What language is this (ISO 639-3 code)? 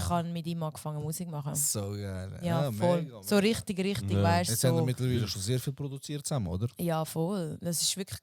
gsw